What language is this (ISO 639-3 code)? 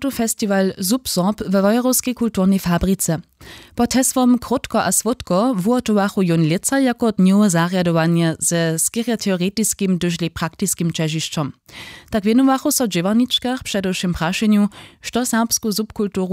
hsb